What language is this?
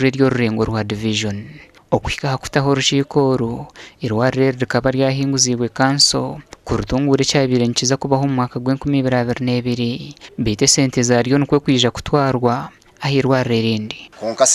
Nyankole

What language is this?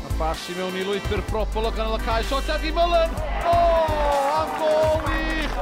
Welsh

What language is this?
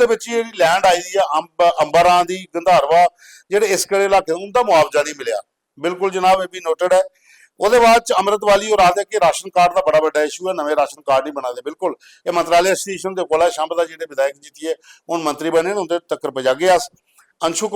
Dogri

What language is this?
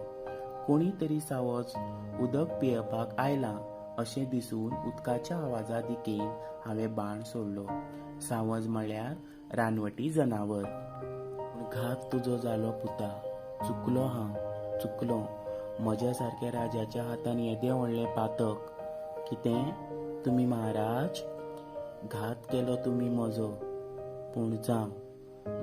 Konkani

